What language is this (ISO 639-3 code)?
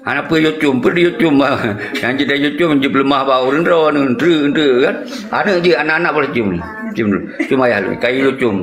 ace